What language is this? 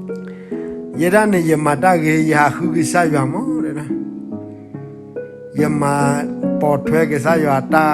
S'gaw Karen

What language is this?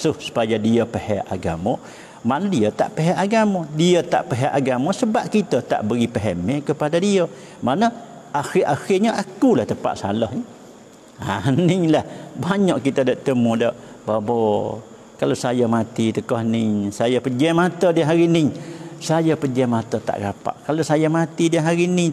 Malay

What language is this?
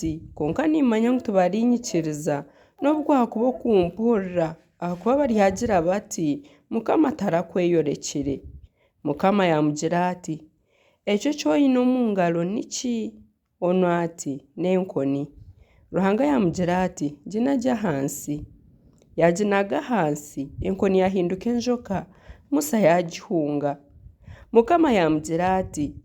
Nyankole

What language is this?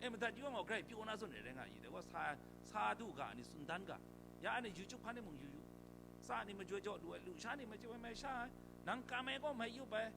Kachin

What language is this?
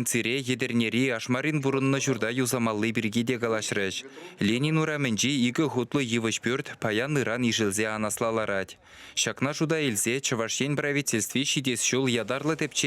Chuvash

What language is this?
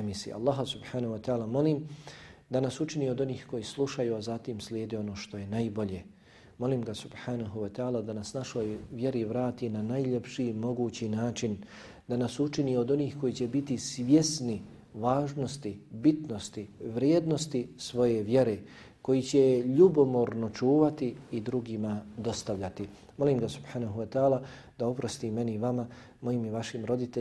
Bosnian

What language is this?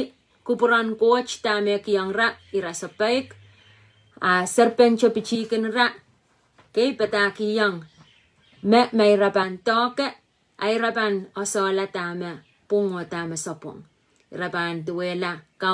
Pohnpeian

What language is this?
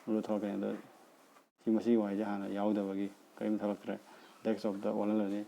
Manipuri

